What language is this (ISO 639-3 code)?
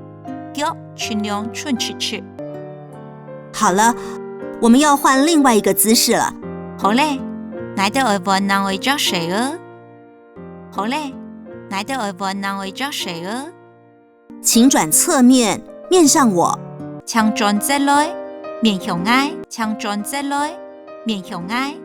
hak